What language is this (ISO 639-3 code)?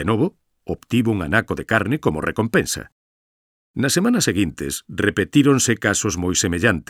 glg